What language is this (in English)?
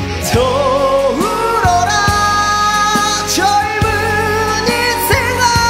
Korean